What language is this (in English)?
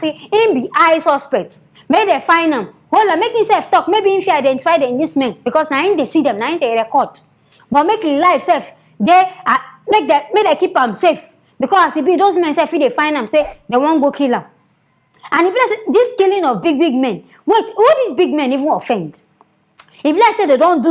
Nigerian Pidgin